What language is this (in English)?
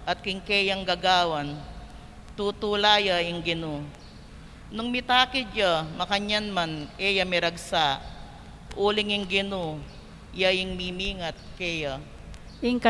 Pampanga